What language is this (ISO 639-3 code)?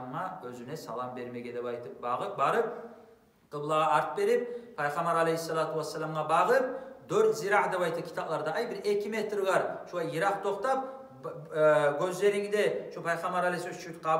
kum